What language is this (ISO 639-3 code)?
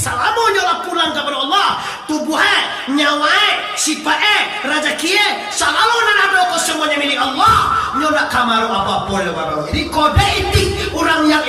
min